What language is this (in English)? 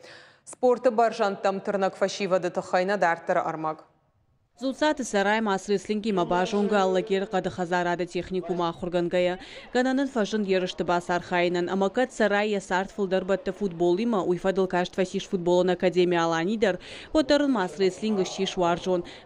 Ossetic